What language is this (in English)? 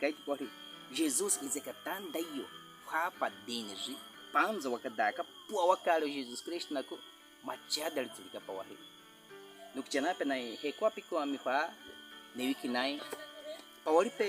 Baniwa